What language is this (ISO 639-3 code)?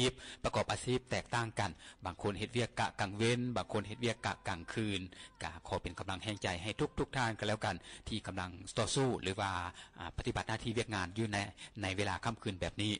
lao